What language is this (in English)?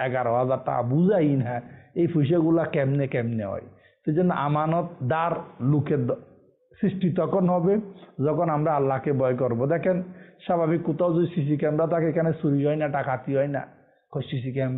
Bangla